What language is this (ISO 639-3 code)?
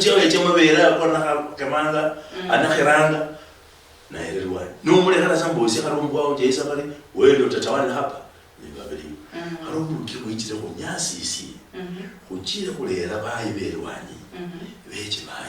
luy